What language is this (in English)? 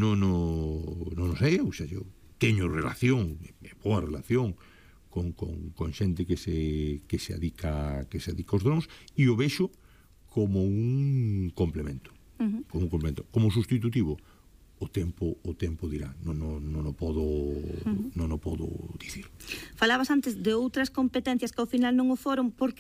Galician